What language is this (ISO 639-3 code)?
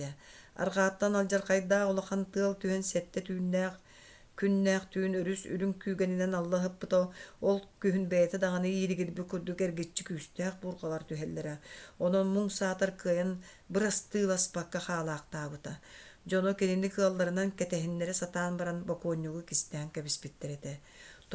sah